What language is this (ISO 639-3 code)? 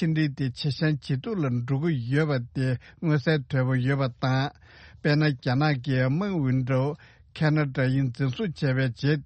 bod